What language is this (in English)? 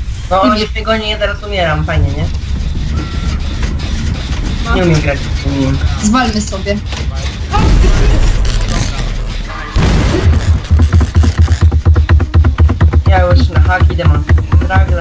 Polish